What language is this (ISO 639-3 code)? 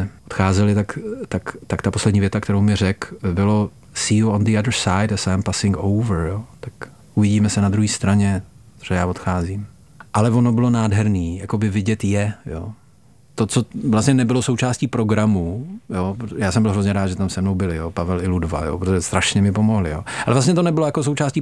ces